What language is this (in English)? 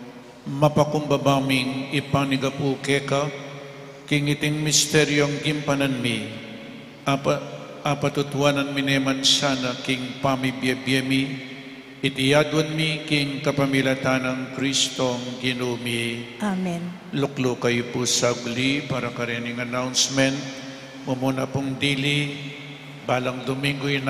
Pampanga